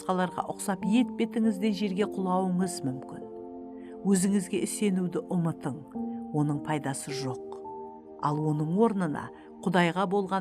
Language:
Kara-Kalpak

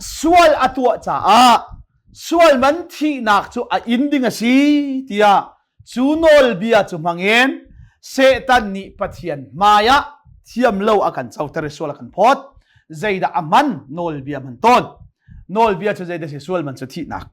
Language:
Hakha Chin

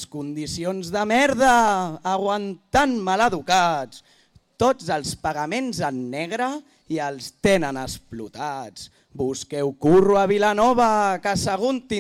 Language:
Catalan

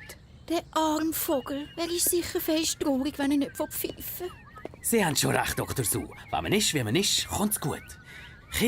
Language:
Swiss German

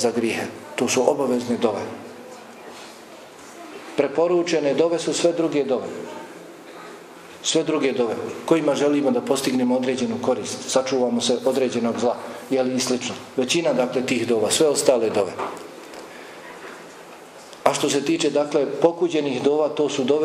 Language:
Bosnian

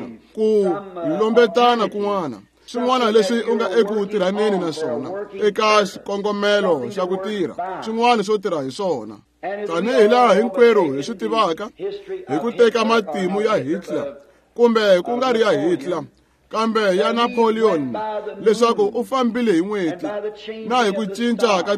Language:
Tsonga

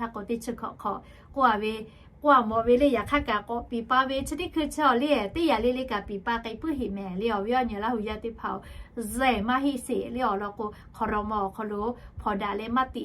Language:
Lahu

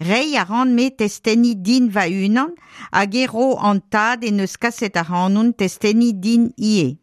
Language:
Breton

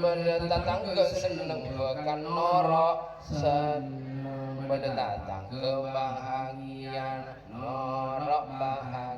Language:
Madurese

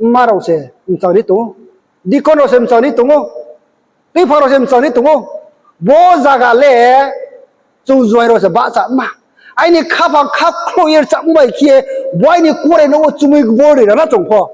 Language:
Riang (India)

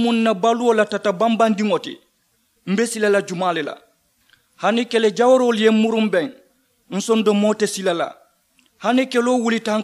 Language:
Mandingo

